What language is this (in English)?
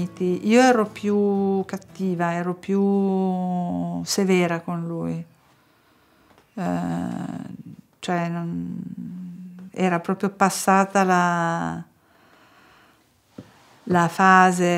Italian